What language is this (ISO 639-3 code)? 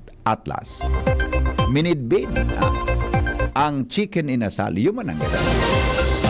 bik